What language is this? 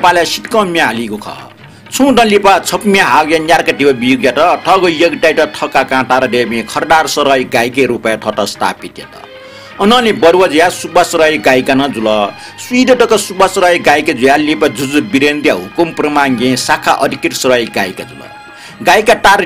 Newari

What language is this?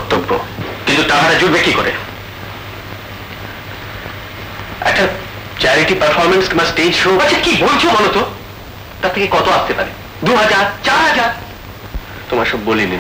Bangla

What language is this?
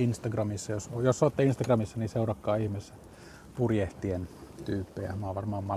Finnish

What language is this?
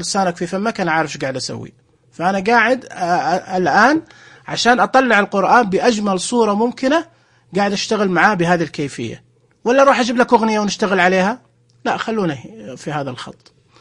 Najdi Arabic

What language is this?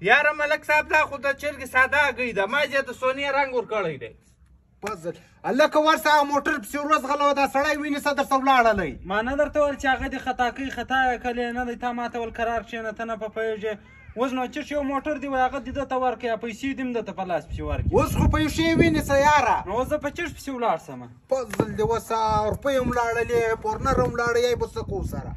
Pashto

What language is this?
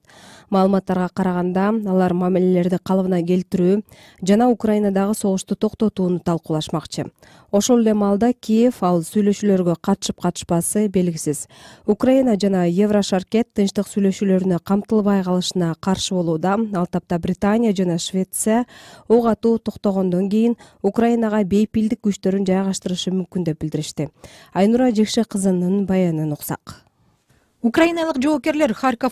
Kyrgyz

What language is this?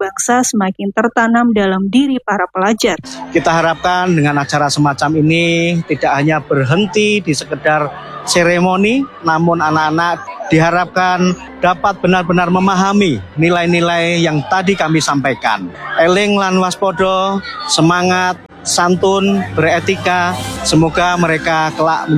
Indonesian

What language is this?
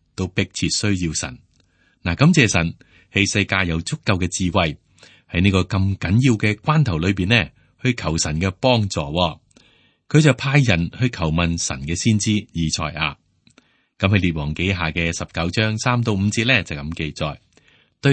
Cantonese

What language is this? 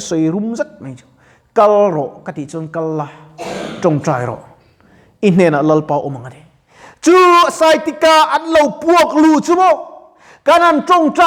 Mizo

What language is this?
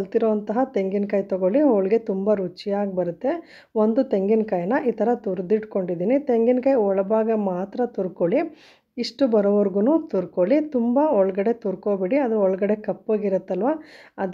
Kannada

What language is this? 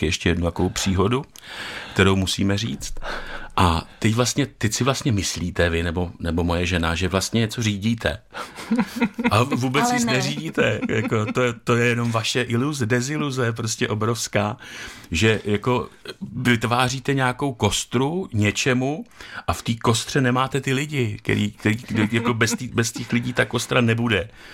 Czech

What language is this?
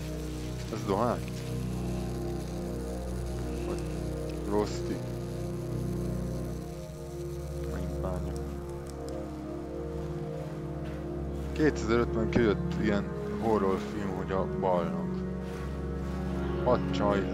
Hungarian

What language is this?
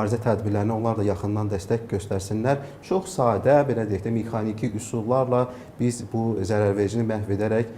Azerbaijani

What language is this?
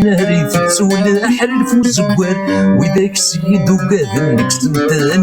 Kabyle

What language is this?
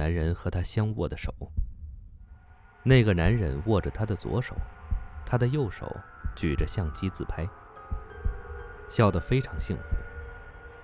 Chinese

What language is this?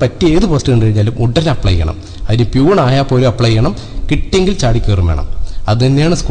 Malayalam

